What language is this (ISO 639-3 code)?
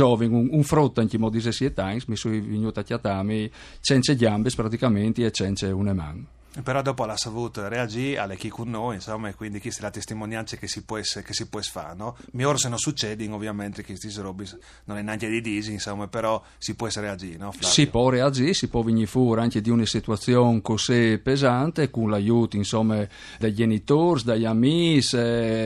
fur